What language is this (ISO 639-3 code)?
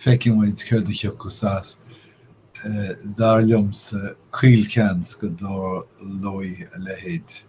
gle